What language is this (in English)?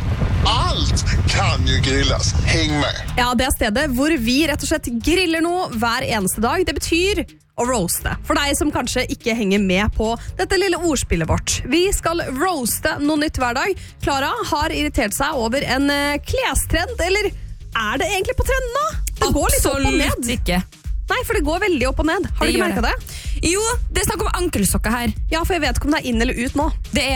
Norwegian